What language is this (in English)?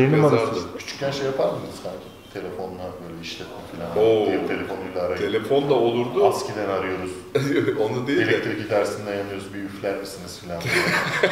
Turkish